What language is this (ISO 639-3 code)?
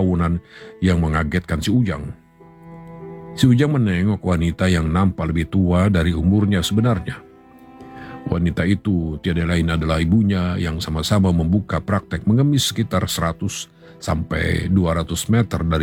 ind